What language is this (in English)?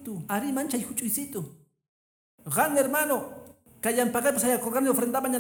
Quechua